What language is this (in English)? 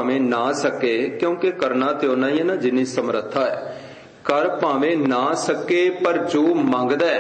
Punjabi